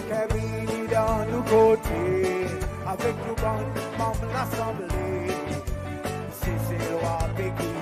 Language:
Seselwa Creole French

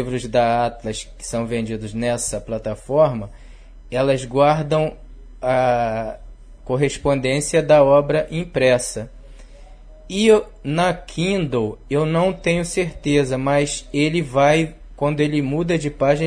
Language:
Portuguese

